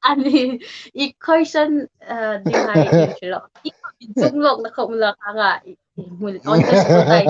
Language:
Hmar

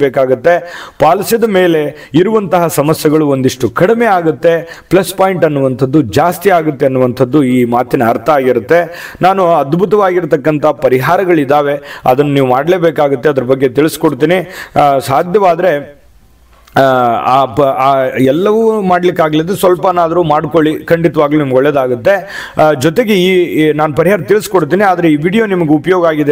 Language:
Kannada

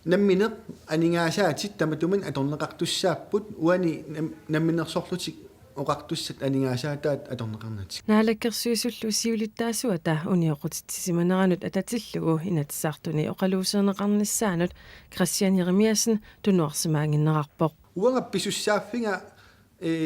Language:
Kalaallisut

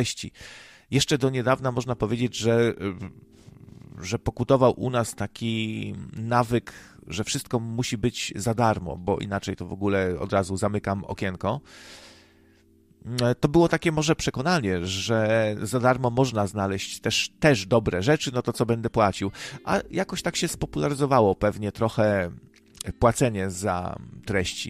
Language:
Polish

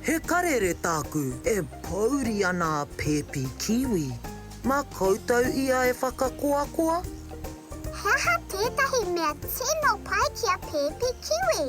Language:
Māori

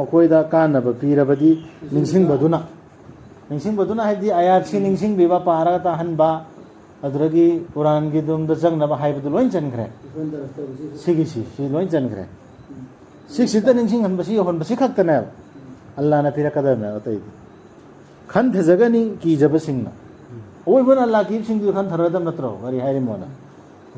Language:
Manipuri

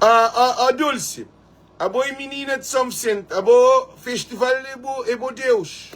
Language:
Kabuverdianu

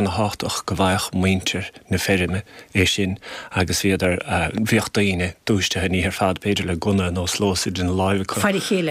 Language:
Irish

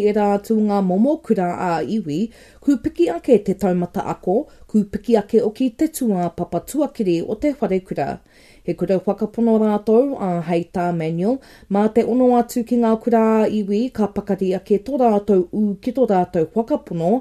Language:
Māori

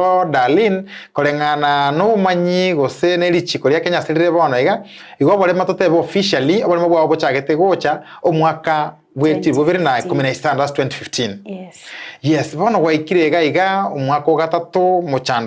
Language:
Gusii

